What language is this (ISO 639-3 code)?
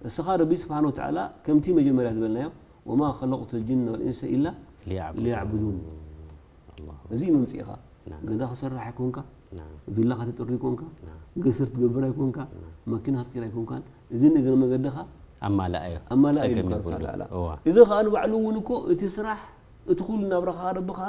tir